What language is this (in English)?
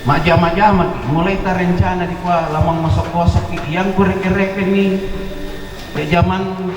Toraja-Sa'dan